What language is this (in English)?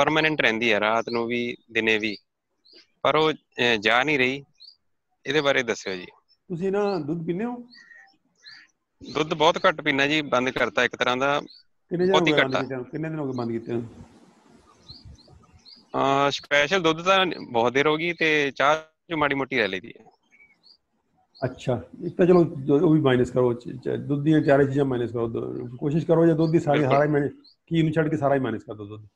Punjabi